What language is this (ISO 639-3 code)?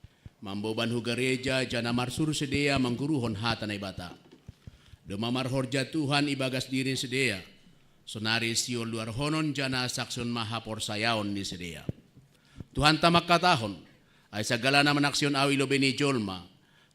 bts